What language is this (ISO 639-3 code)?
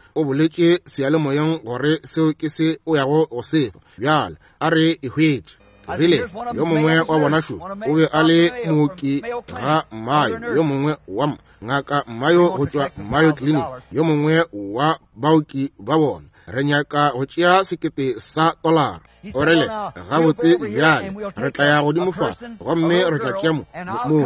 nso